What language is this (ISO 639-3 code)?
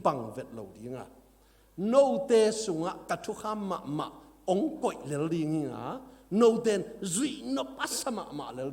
ctd